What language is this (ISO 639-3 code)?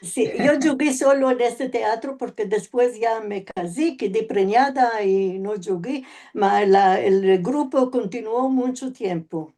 lad